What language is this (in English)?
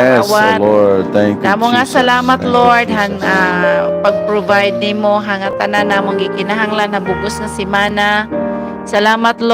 Waray